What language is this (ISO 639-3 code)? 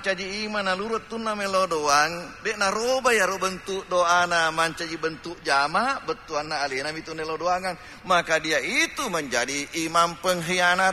bug